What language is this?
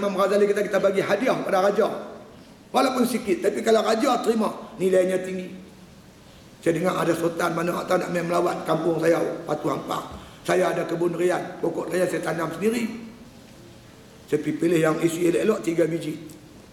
Malay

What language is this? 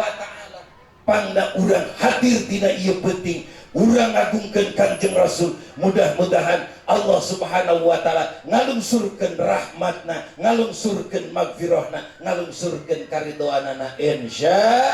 Sundanese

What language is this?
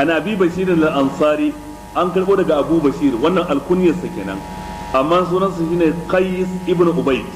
Hausa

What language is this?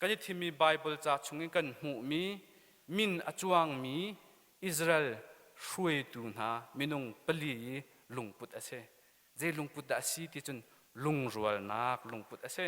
Hakha Chin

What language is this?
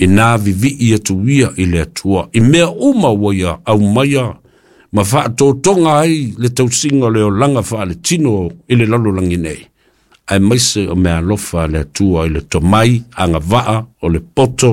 Samoan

